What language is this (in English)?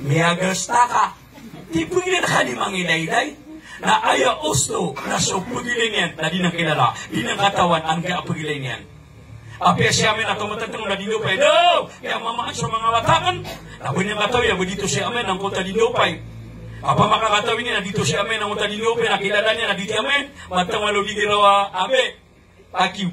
Maranao